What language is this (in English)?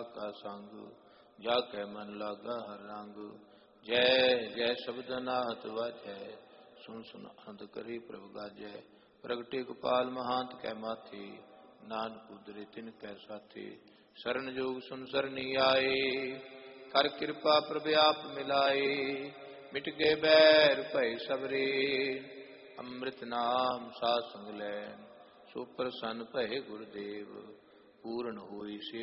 Punjabi